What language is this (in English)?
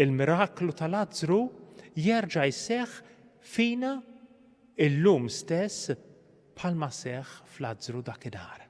Maltese